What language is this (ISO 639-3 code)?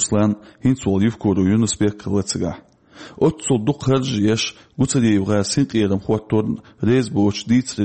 che